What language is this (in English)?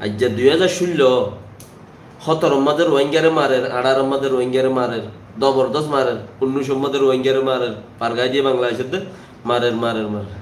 Rohingya